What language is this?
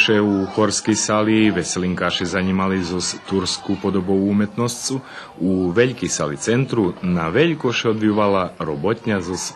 Rusyn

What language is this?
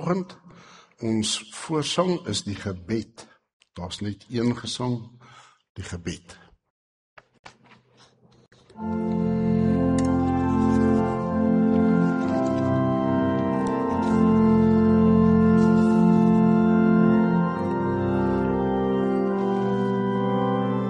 Afrikaans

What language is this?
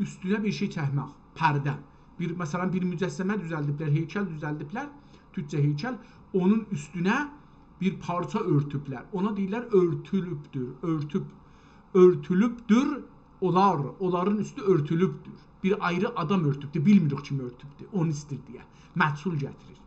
South Azerbaijani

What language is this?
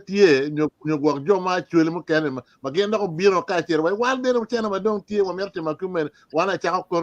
Acoli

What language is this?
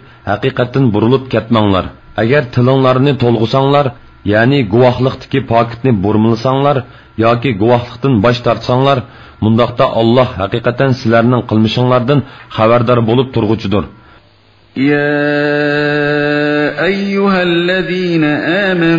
Uyghur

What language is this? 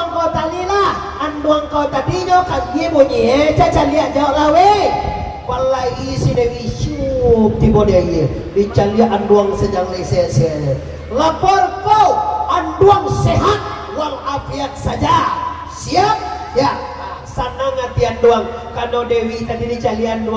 Minangkabau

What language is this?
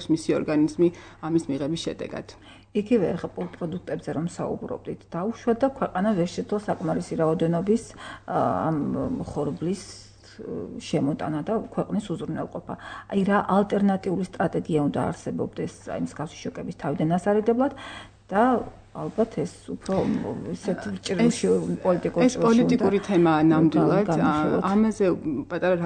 Georgian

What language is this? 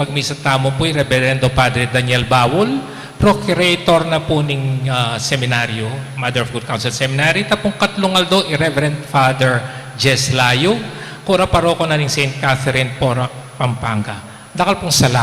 Pampanga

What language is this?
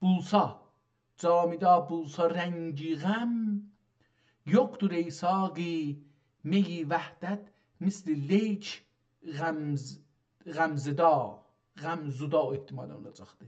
South Azerbaijani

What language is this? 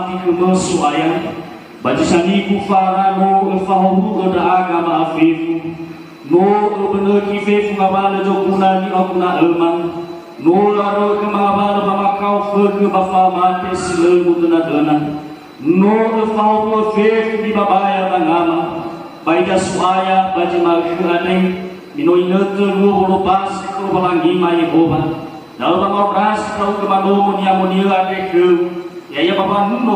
Nias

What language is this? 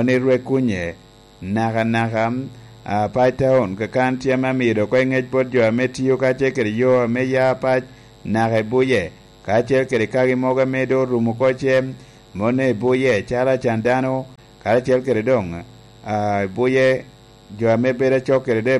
Lango (Uganda)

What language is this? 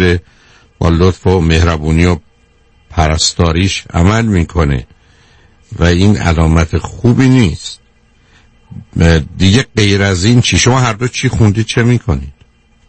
Persian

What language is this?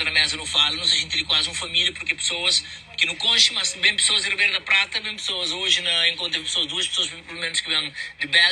Kabuverdianu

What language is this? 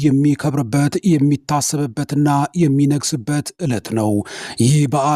Amharic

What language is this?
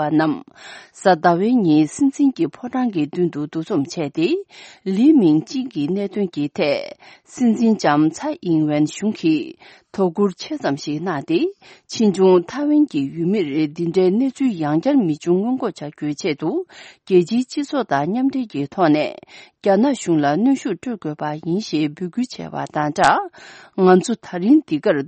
Tibetan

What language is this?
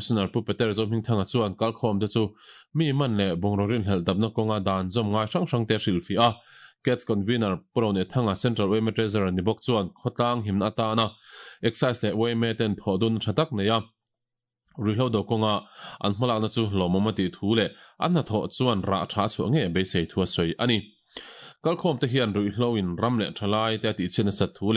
Mizo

